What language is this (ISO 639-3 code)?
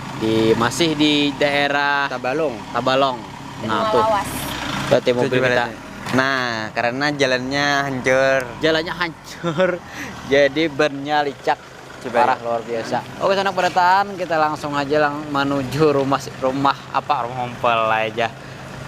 bjn